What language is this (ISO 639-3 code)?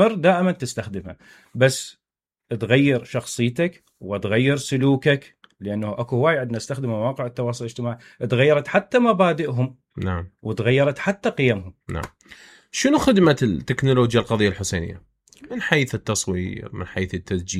acm